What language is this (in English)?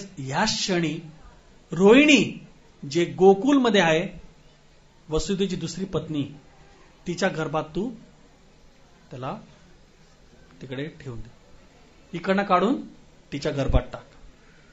Marathi